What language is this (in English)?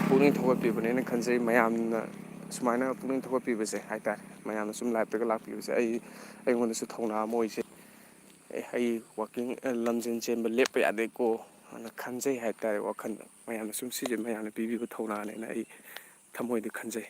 Manipuri